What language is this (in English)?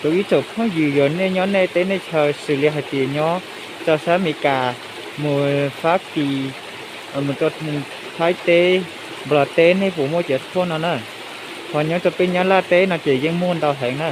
Hmong